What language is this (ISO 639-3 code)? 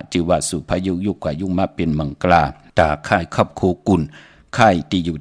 shn